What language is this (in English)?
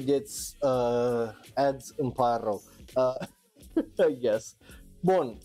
Romanian